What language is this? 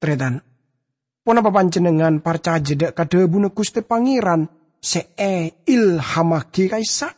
Madurese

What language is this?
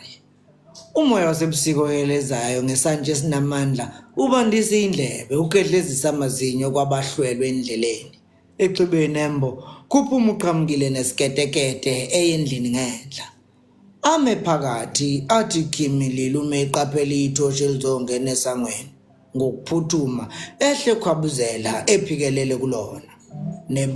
Zulu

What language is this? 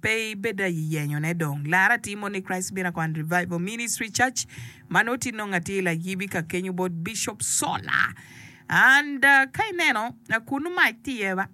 Acoli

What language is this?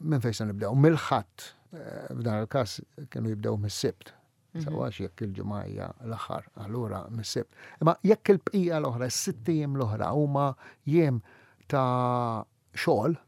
Maltese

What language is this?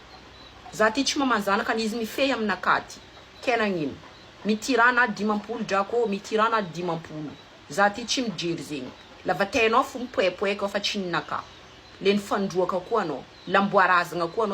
Malagasy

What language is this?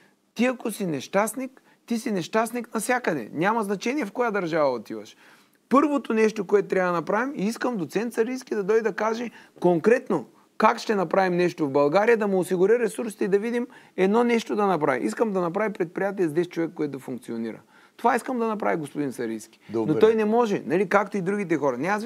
Bulgarian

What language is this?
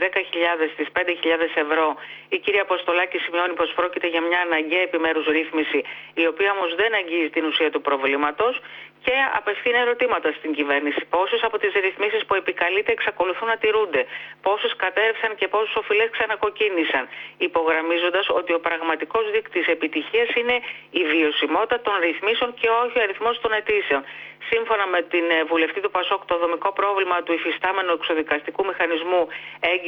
Greek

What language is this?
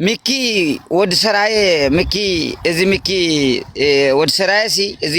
Tigrinya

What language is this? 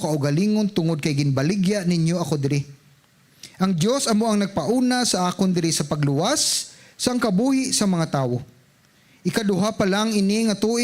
Hiligaynon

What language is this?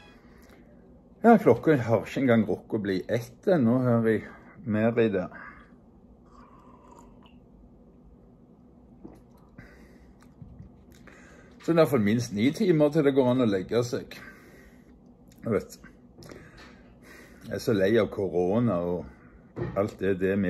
Norwegian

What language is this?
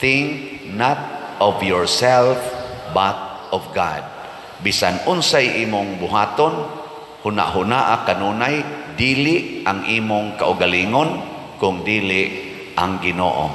Cebuano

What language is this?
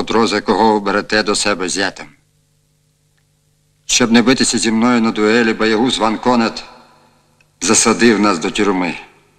Ukrainian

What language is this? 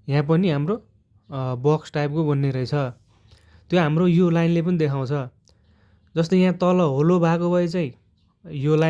Nepali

